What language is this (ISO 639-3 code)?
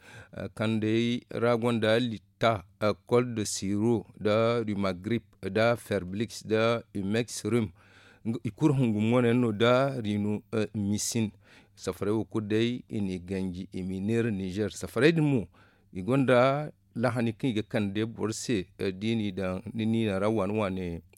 dje